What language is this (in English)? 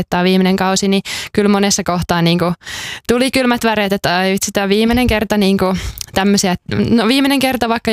Finnish